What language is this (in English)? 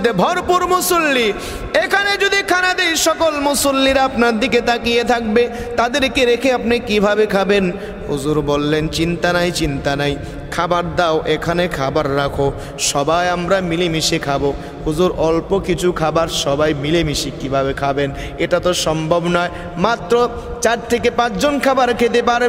Bangla